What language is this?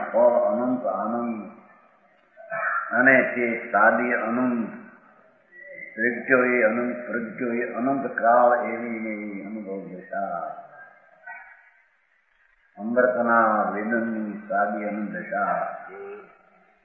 Gujarati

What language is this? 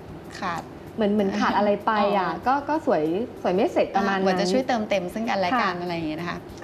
Thai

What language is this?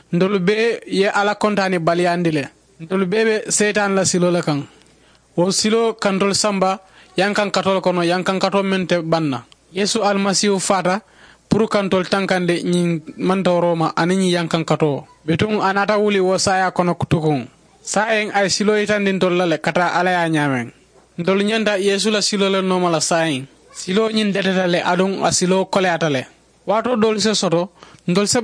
Mandingo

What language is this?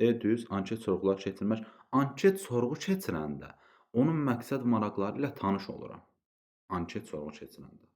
Azerbaijani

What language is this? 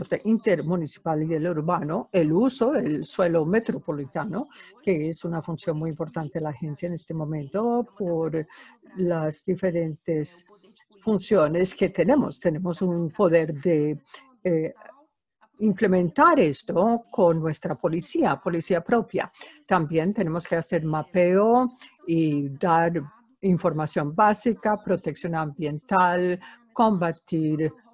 Spanish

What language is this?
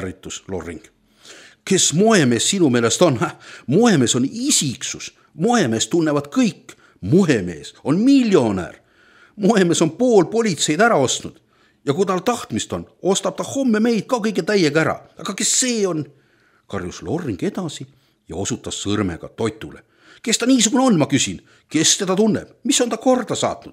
Estonian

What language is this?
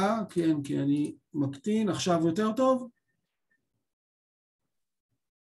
Hebrew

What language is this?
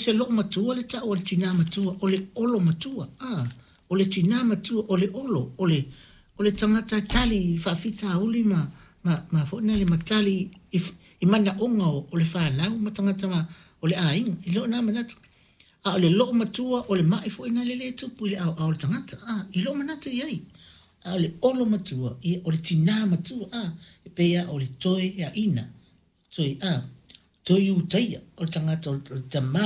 Samoan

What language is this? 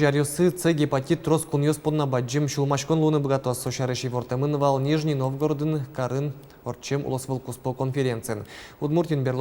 Udmurt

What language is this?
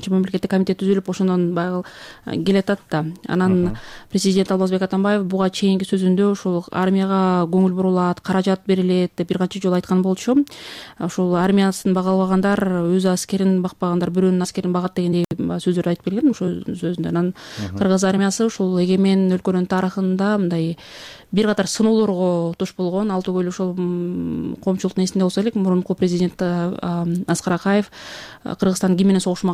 Kyrgyz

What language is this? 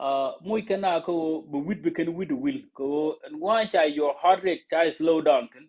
Nuer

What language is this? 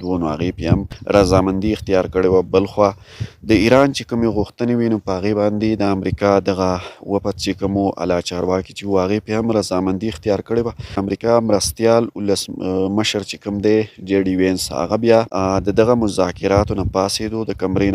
Pashto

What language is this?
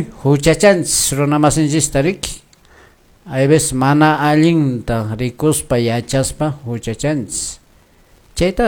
Quechua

